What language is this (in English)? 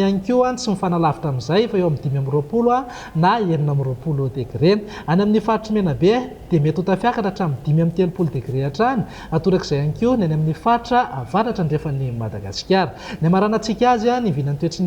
Malagasy